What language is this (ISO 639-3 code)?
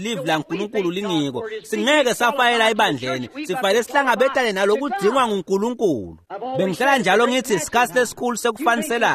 ssw